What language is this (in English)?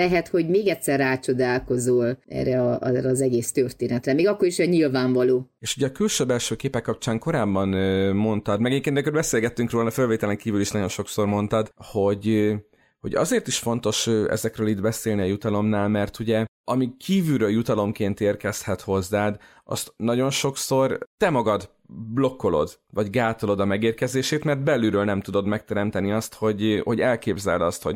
Hungarian